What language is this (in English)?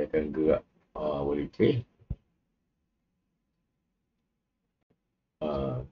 Malay